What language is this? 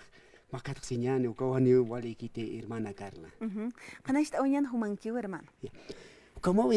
Aymara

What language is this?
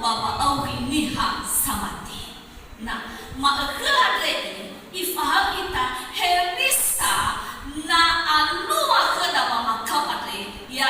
Nias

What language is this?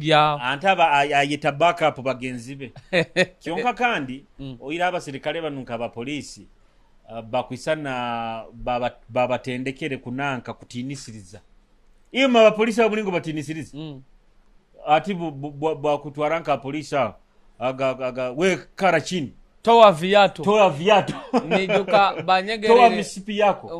Nyoro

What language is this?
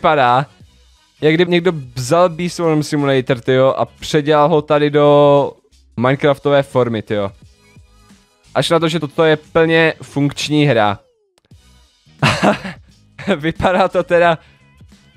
Czech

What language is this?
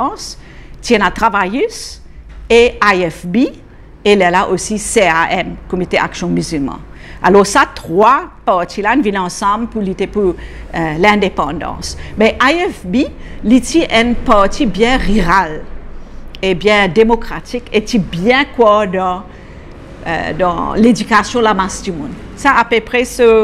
Morisyen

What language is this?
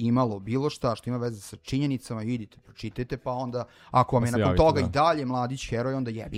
Serbian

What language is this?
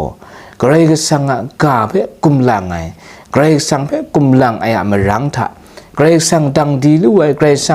Kachin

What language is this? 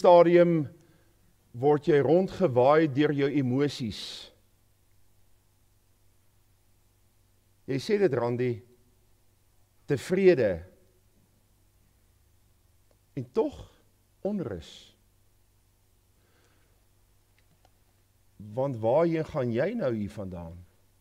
Afrikaans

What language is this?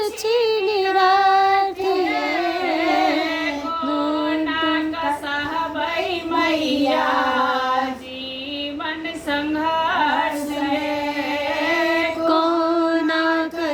Maithili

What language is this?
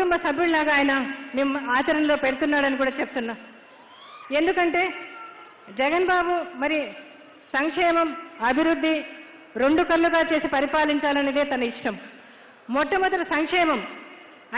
Telugu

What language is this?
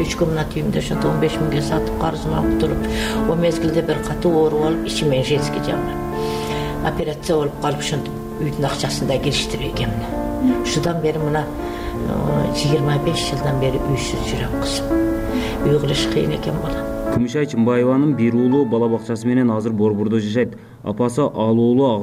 Kyrgyz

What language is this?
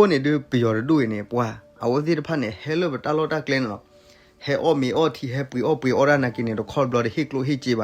S'gaw Karen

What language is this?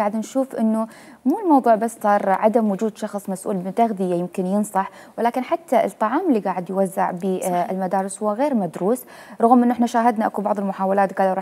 Mesopotamian Arabic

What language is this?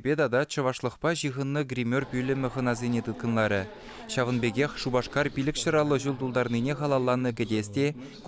Chuvash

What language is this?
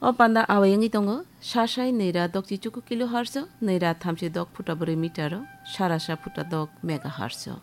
Kok Borok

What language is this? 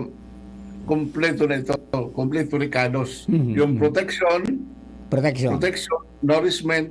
Bikol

